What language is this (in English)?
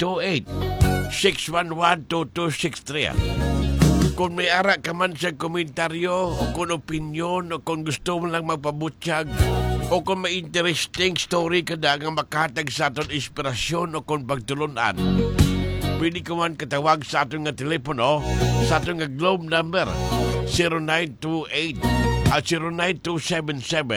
Hiligaynon